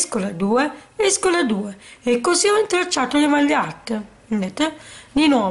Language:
Italian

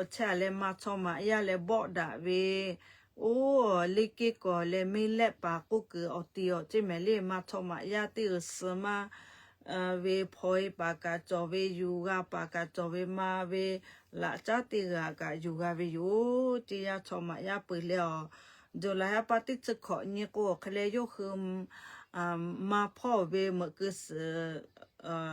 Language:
Lahu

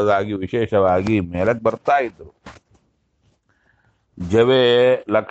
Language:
Kannada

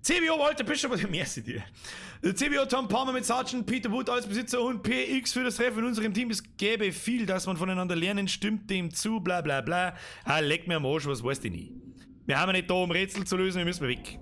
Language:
Bavarian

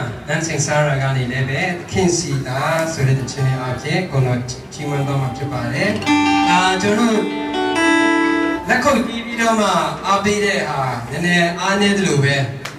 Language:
Burmese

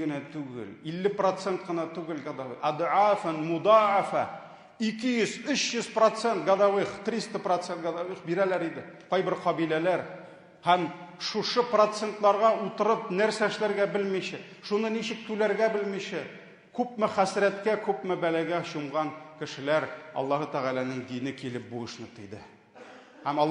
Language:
Tatar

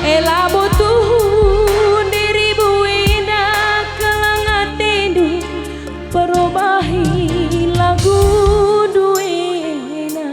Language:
Batak Karo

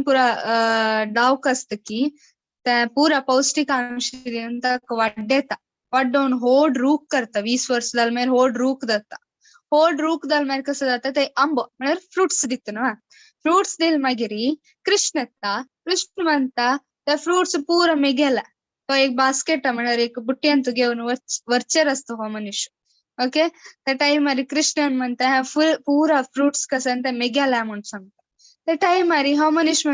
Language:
Konkani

